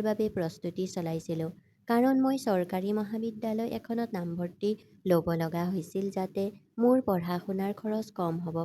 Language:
Assamese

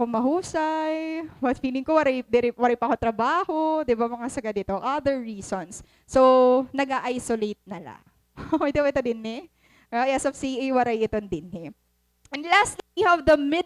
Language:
Waray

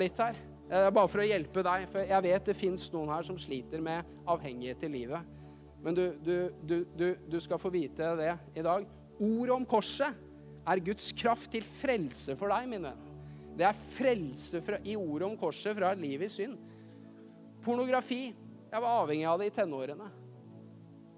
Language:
Norwegian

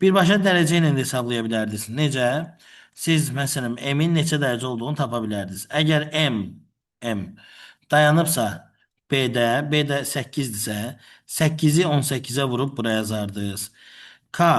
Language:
Azerbaijani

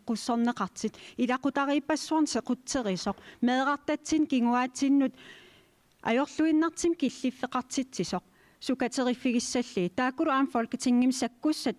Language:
Kalaallisut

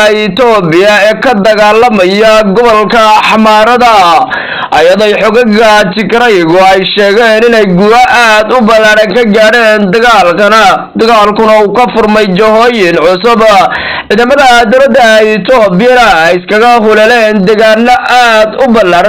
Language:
Somali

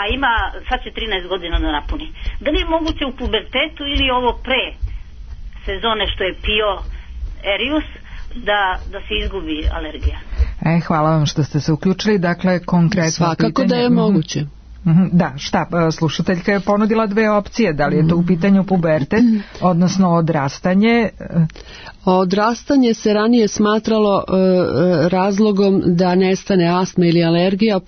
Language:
Serbian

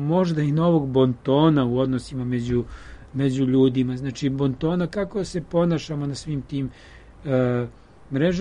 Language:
Serbian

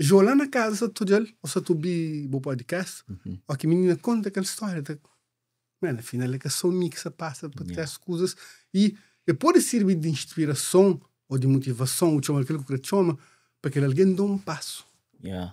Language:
Kabuverdianu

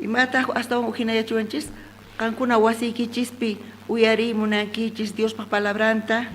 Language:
South Bolivian Quechua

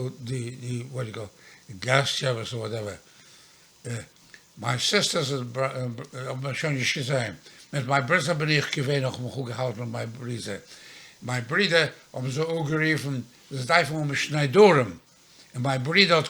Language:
Yiddish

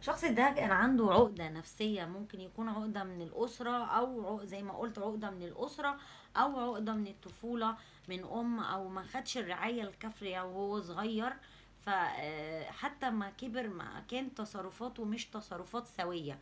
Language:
Egyptian Arabic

